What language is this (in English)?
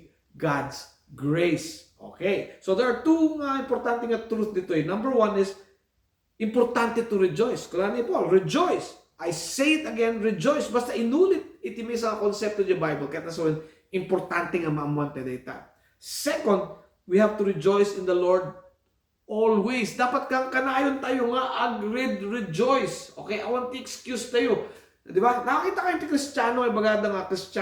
Iloko